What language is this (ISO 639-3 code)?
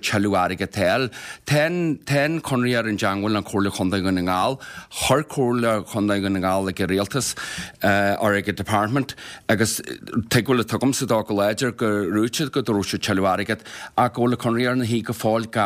gle